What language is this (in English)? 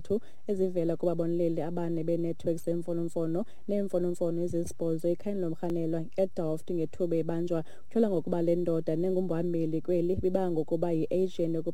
Xhosa